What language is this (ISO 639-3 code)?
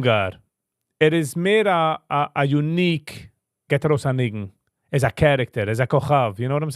yid